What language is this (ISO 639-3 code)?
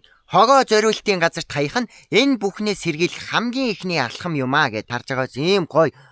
mon